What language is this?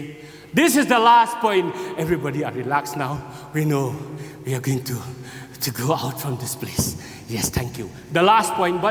Khasi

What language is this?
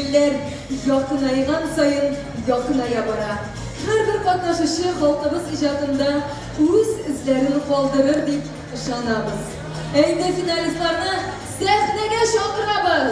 Tatar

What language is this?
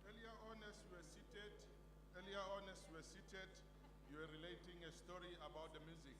Venda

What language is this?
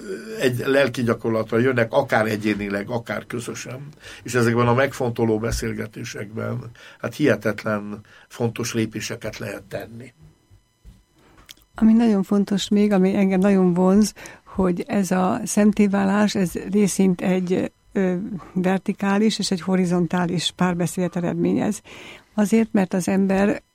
Hungarian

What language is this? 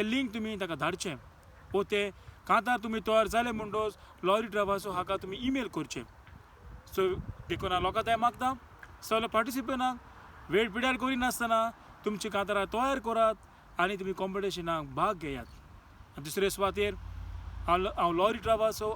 Konkani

